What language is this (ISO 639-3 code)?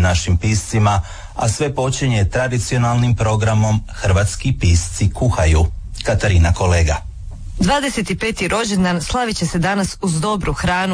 hrv